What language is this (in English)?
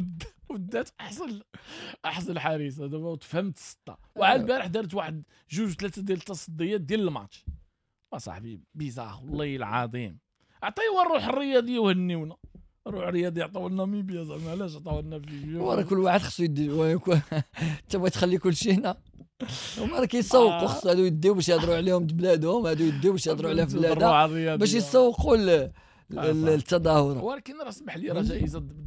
Moroccan Arabic